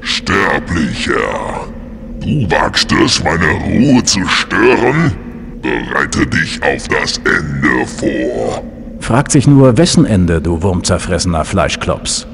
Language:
Bavarian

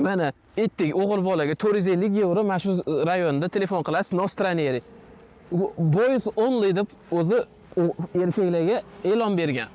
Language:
Uzbek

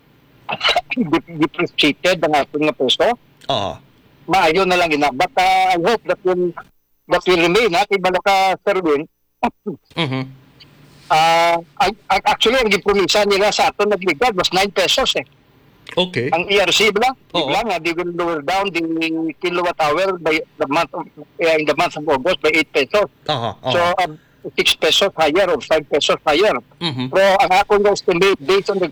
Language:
Hiligaynon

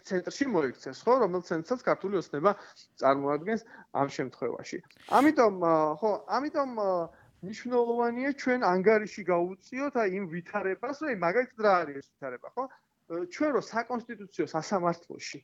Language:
Georgian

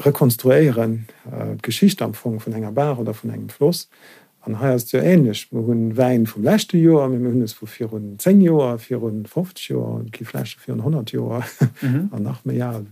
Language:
Luxembourgish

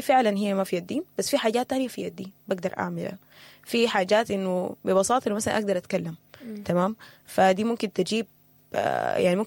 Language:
Sudanese Arabic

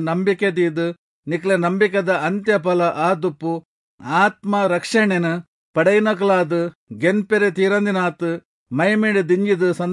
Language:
Tulu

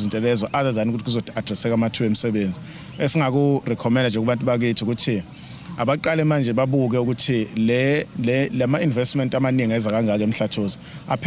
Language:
Zulu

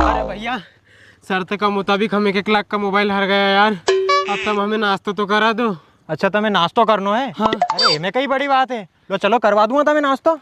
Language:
Rajasthani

